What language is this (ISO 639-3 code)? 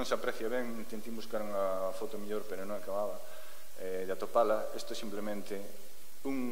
glg